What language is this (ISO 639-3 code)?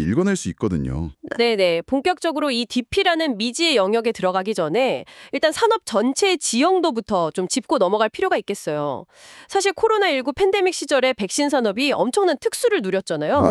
kor